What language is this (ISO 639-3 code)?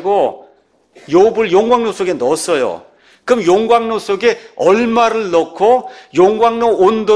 kor